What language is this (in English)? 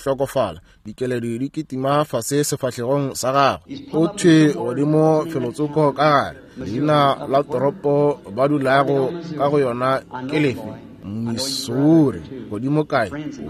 Northern Sotho